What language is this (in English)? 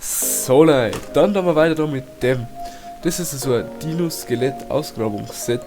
Bavarian